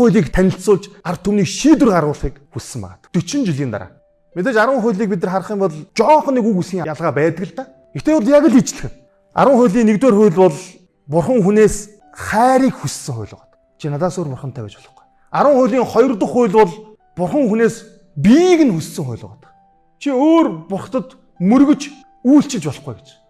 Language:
Mongolian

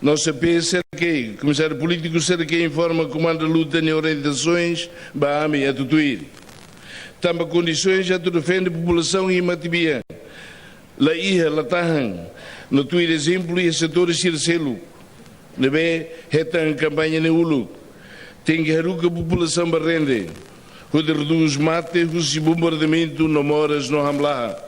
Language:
Tetum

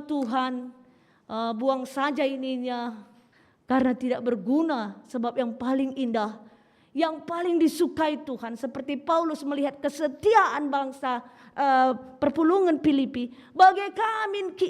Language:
Batak Karo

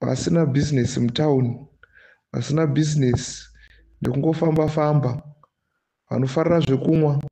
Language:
Shona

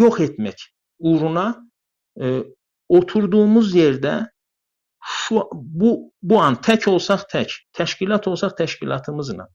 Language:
South Azerbaijani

